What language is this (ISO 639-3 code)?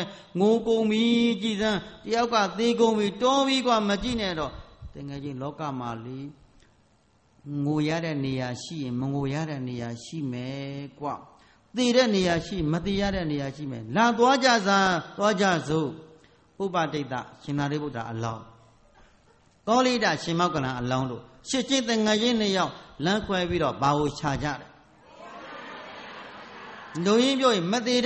mya